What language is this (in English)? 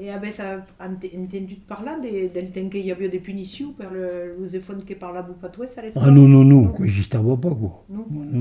Occitan